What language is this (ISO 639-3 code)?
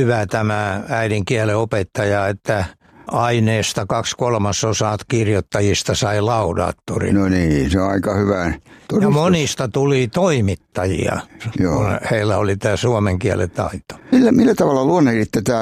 fin